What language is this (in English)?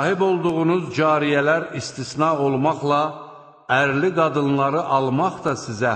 Azerbaijani